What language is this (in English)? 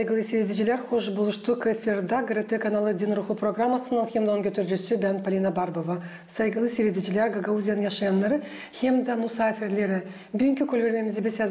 Gagauz